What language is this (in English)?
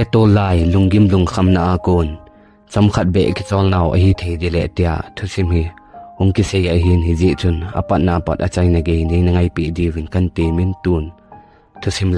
Thado Chin